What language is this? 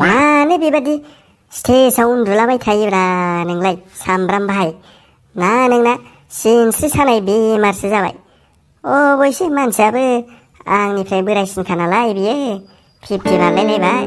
Bodo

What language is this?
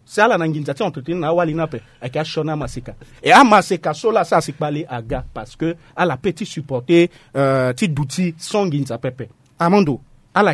Sango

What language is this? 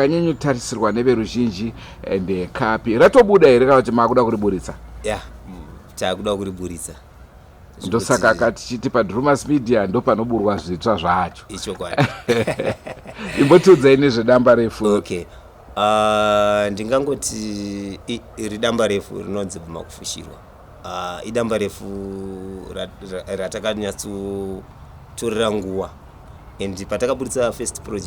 Shona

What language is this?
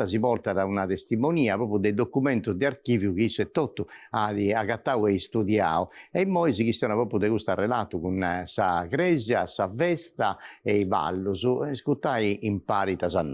Sardinian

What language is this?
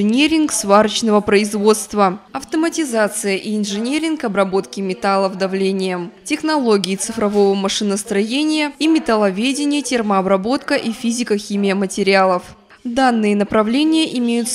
Russian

